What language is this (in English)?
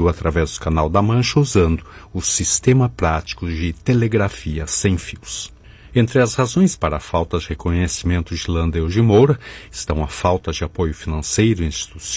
Portuguese